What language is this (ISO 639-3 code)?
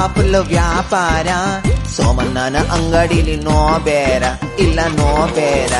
kan